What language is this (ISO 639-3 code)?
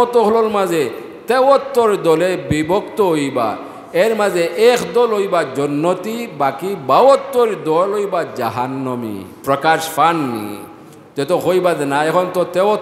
syl